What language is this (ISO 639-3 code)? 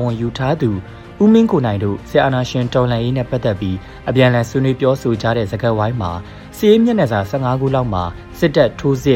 mya